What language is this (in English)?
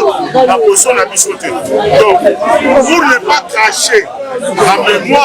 Lingala